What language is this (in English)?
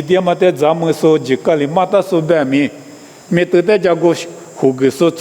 Lisu